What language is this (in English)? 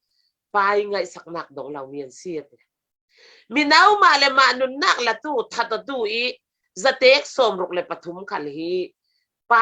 Falam Chin